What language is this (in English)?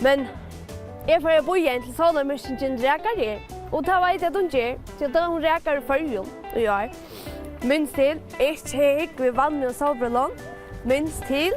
Faroese